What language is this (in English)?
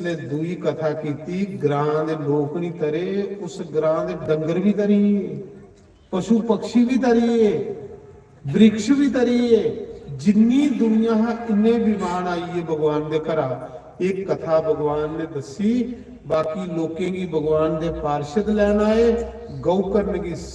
Dogri